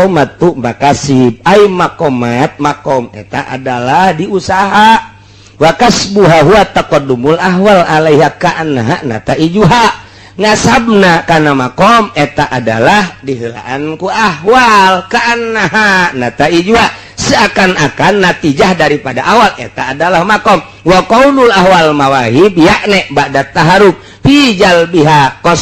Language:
Sundanese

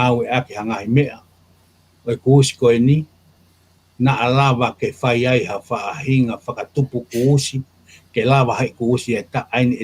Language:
Tongan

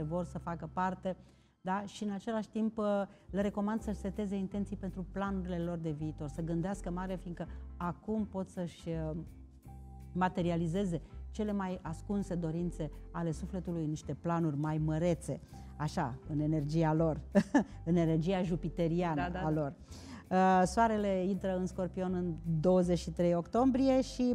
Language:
Romanian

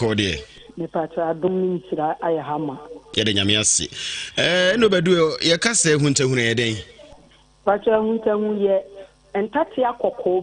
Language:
Akan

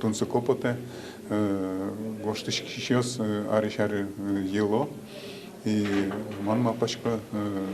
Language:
Udmurt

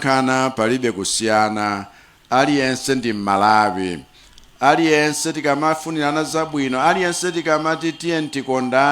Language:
Nyanja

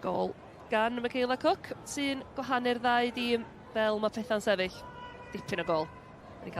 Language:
Welsh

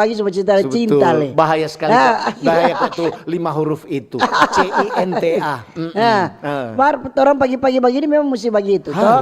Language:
Manado Malay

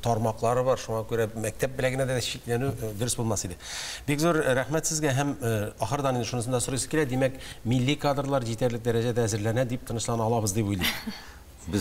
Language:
Tatar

